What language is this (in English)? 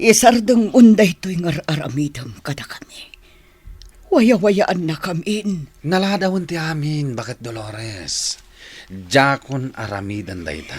Iloko